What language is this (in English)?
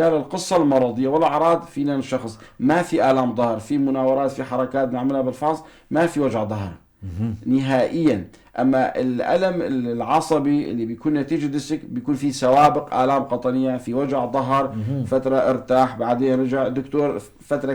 North Levantine Arabic